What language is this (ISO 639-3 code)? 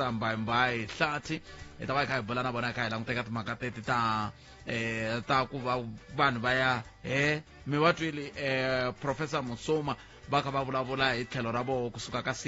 tso